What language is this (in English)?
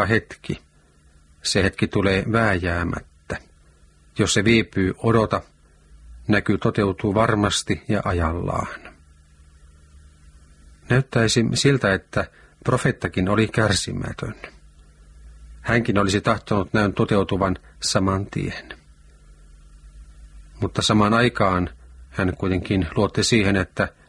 Finnish